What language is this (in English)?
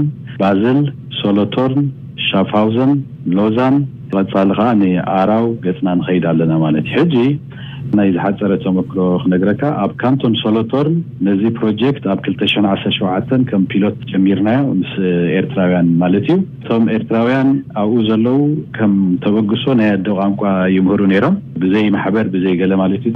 Tigrinya